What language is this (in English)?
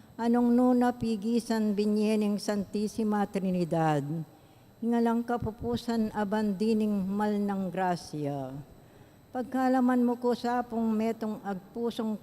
Pampanga